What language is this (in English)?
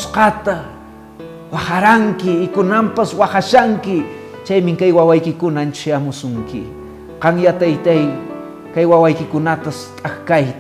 Quechua